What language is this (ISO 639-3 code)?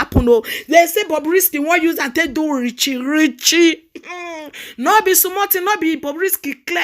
pcm